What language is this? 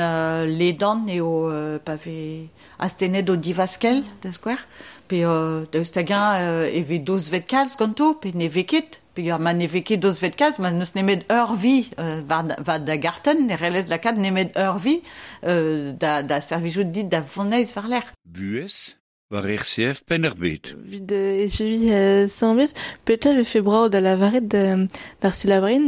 Breton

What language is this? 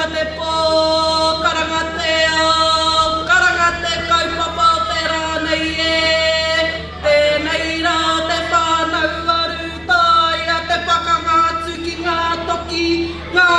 Māori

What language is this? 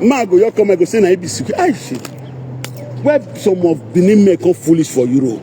Nigerian Pidgin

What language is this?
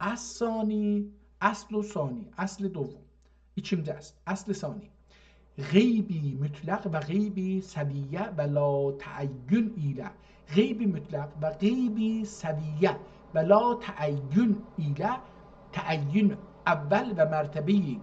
South Azerbaijani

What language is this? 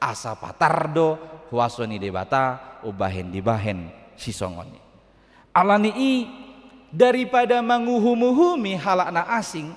Batak Toba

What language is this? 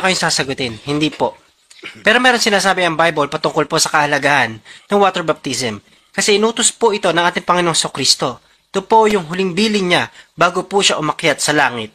Filipino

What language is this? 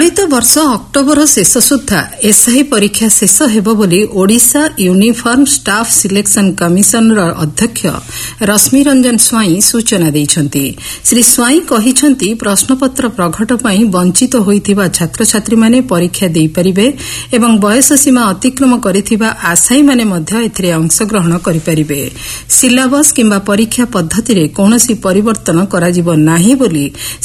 Odia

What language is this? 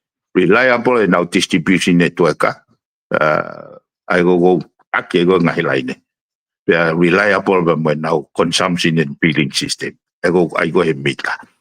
Tongan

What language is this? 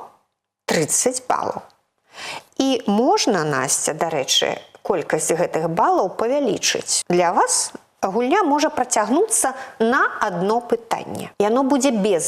Belarusian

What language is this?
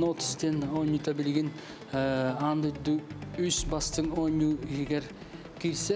Yakut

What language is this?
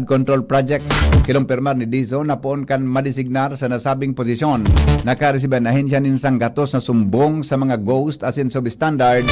Bikol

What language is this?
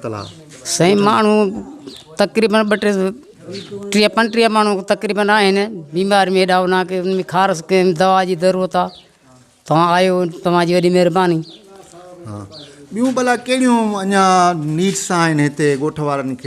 Sindhi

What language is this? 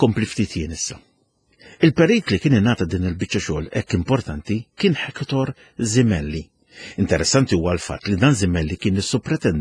Maltese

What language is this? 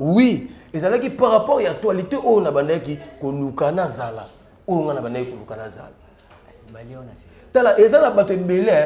Lingala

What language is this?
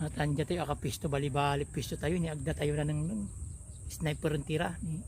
Pangasinan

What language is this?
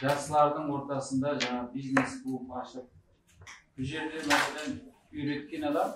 Kara-Kalpak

